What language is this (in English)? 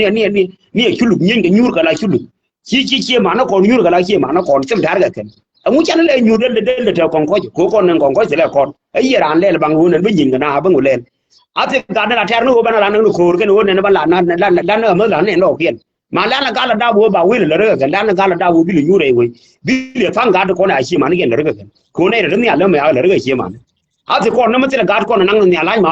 Nuer